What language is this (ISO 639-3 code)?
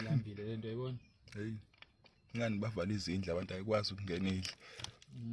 zul